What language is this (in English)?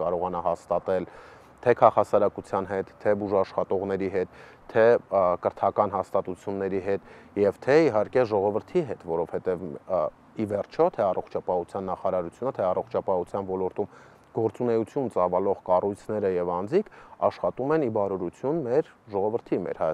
Armenian